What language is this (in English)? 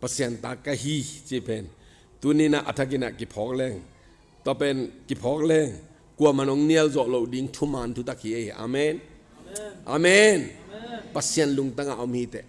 Tedim Chin